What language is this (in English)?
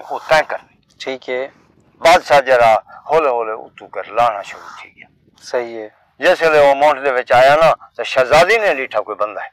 Saraiki